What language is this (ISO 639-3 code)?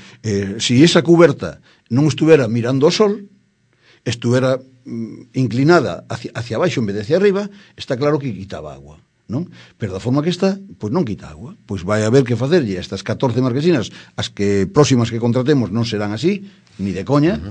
glg